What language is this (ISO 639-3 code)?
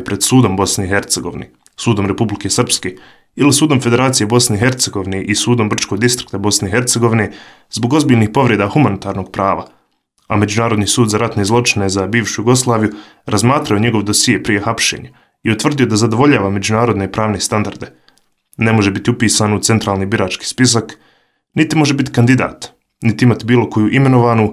srp